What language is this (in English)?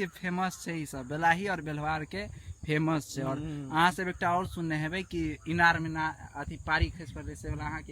Maithili